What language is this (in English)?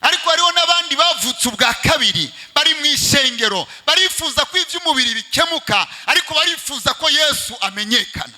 Rundi